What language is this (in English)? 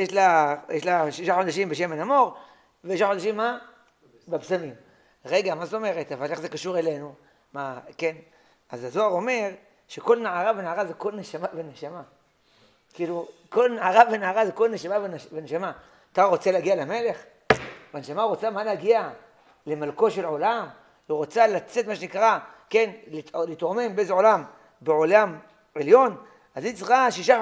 Hebrew